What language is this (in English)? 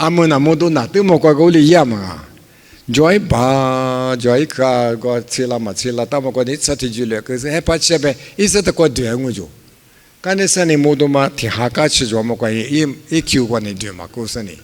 Lisu